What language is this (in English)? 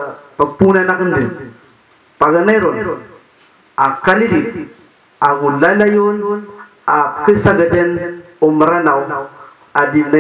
Maranao